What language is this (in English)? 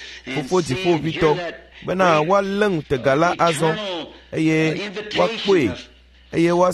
Ewe